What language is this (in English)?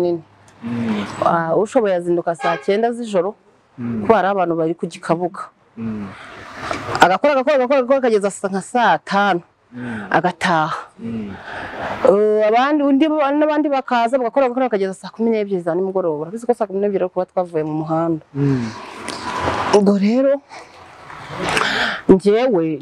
Kinyarwanda